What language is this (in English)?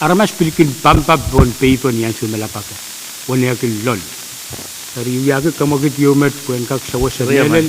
Pohnpeian